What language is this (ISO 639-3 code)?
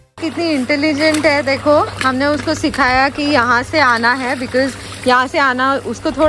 hin